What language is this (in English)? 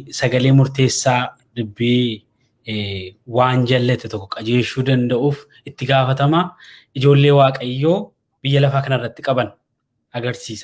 Oromo